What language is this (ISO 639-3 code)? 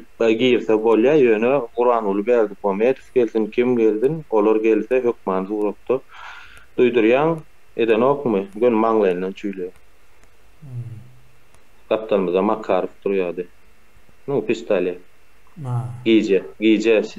tuk